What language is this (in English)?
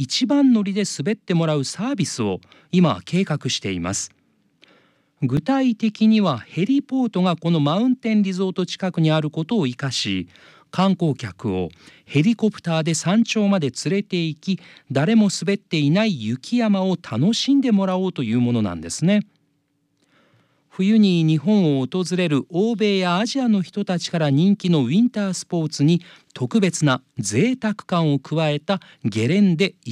Japanese